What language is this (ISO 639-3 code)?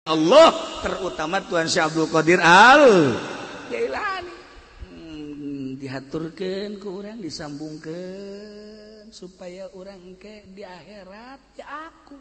sun